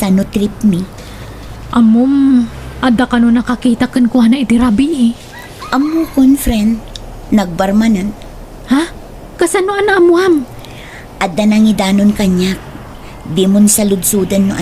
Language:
Iloko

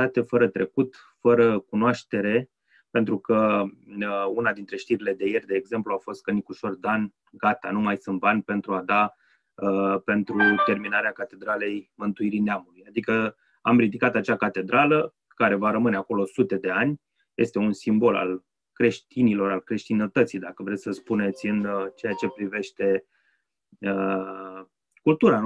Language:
Romanian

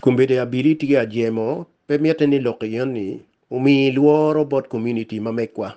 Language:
Acoli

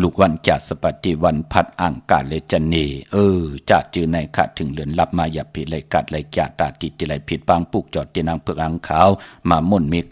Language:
Shan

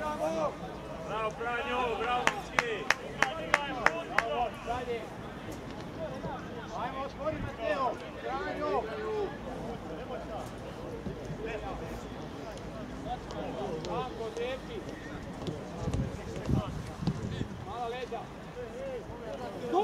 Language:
Croatian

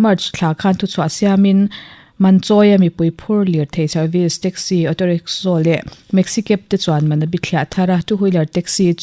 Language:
Mizo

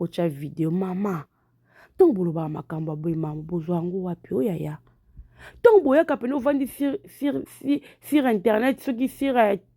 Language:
Lingala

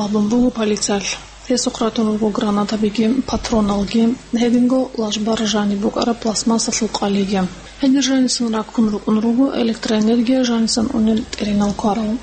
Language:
Avaric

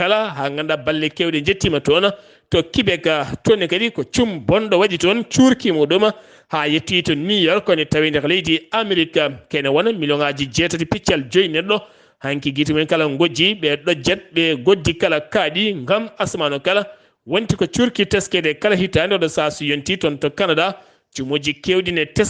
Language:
Fula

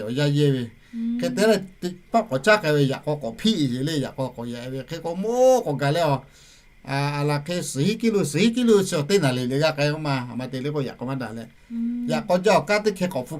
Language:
Lahu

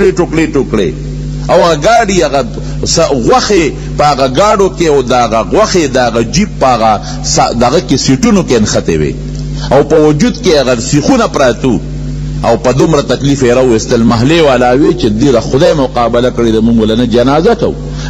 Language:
Pashto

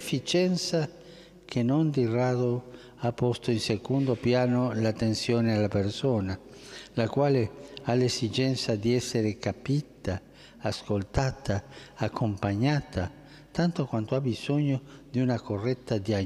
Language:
Italian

